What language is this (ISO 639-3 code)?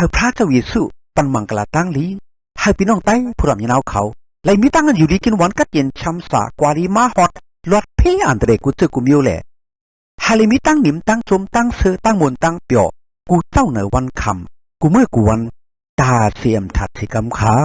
shn